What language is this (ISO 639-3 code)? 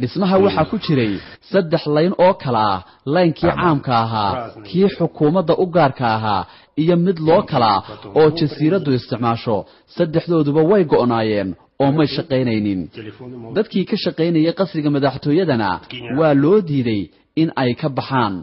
som